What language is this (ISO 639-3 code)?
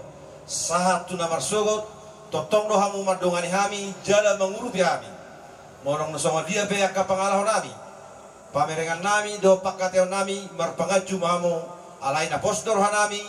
bbc